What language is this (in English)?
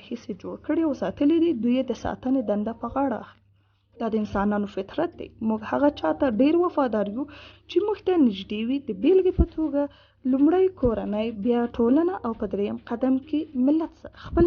Pashto